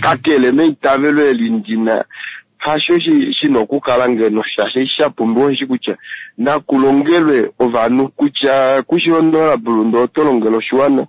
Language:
Kuanyama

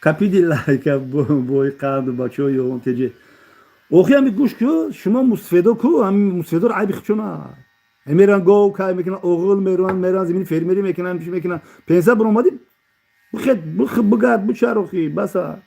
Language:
Tajik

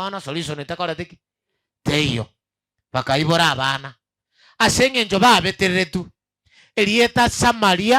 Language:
Gusii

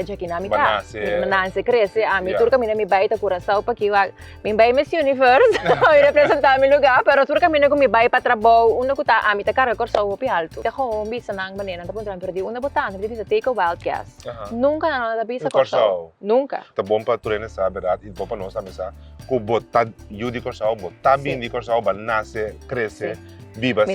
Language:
Papiamento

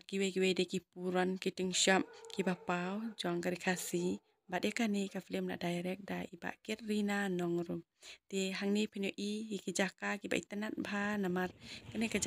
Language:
Khasi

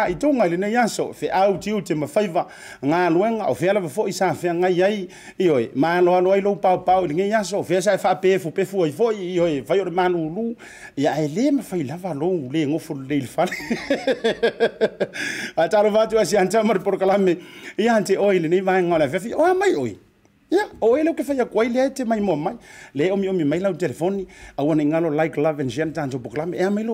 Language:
Samoan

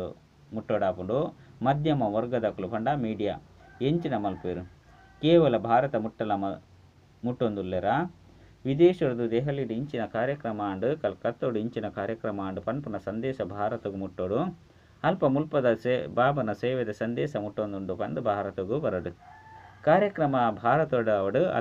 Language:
Tulu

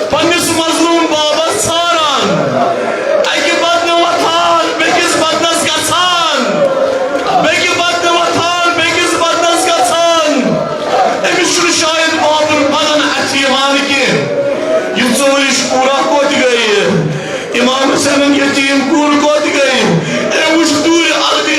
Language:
Kashmiri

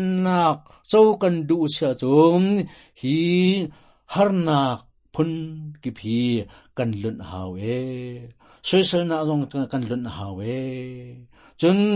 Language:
Hakha Chin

